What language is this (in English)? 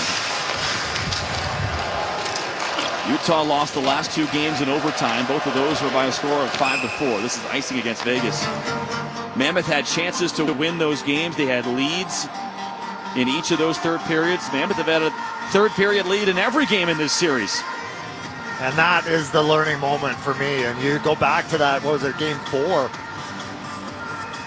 English